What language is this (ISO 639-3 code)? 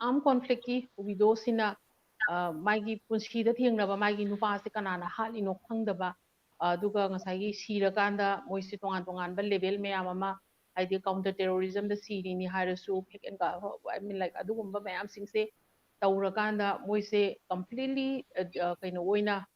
mni